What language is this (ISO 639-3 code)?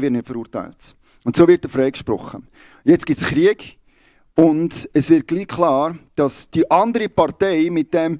gsw